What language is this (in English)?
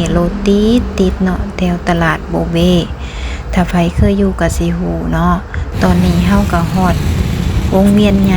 Lao